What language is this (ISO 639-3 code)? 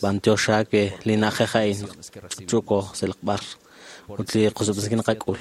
kek